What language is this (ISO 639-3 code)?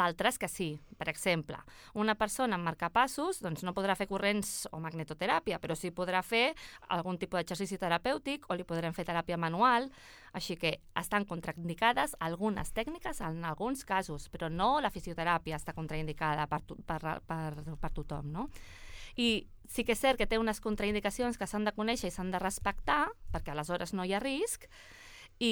cat